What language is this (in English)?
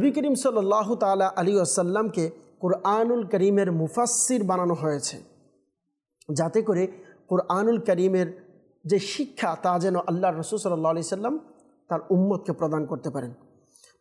Bangla